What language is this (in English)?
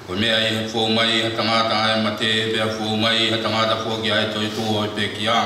Tongan